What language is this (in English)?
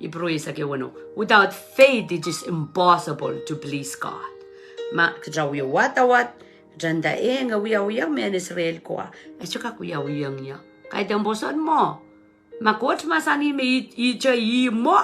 Pohnpeian